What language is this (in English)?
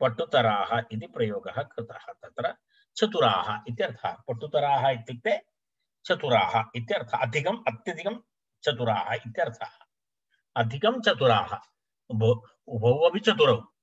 Sanskrit